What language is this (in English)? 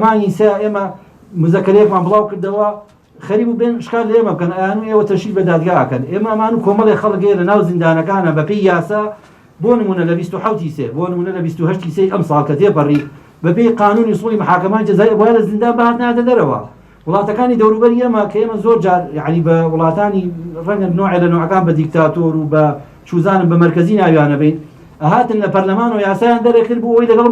Central Kurdish